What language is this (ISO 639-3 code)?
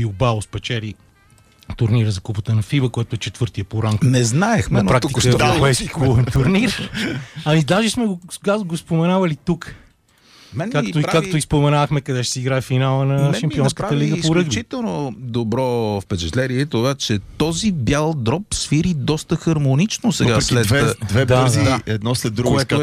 bul